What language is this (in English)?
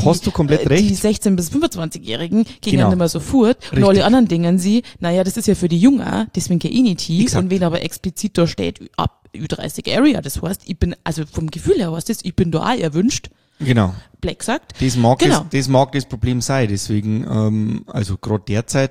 German